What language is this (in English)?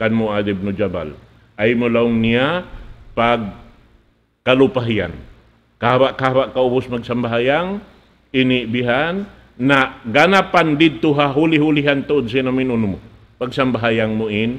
Tausug